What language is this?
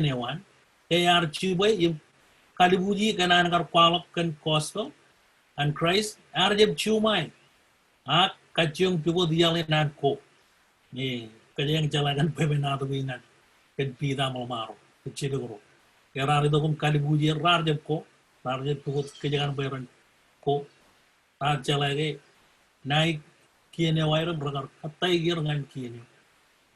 Marshallese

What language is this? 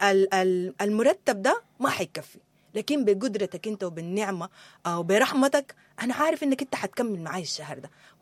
Sudanese Arabic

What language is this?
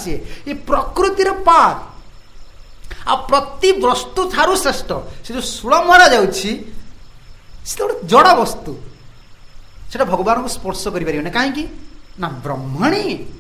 Odia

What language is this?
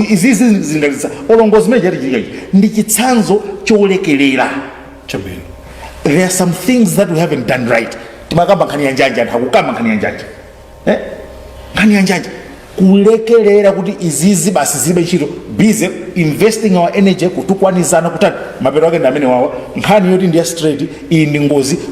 Nyanja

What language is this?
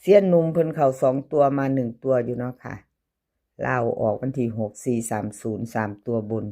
Northeastern Thai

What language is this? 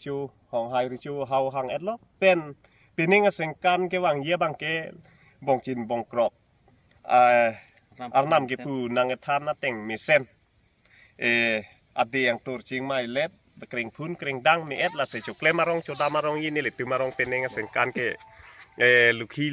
Karbi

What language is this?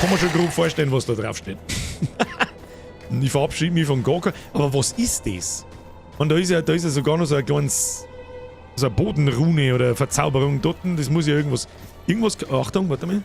Bavarian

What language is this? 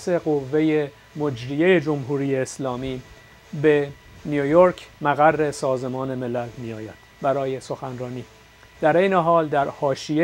Persian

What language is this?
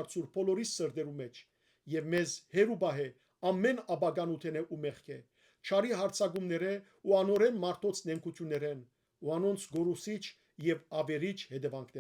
Western Armenian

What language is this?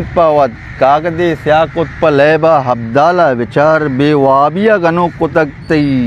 Eastern Balochi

